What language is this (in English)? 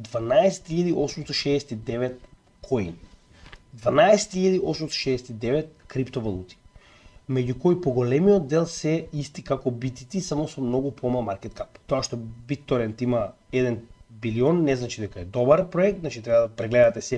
Macedonian